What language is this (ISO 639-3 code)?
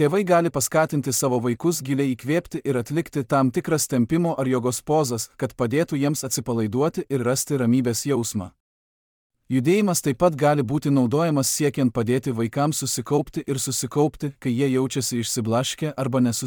lit